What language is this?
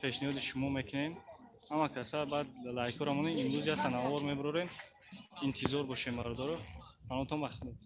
Tajik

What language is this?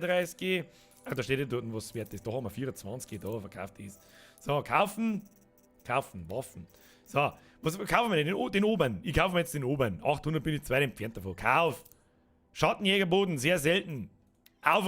Bavarian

